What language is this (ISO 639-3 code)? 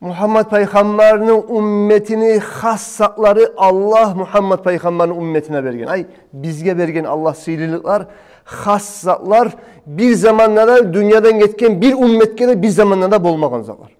kum